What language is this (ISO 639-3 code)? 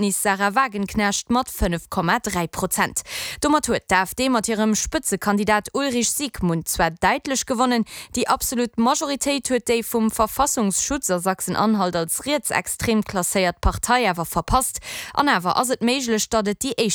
ltz